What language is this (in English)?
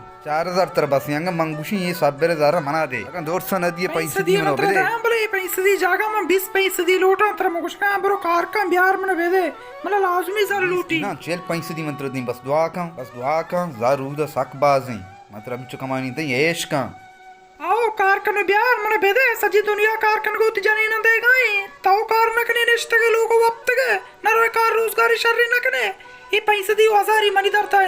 Baluchi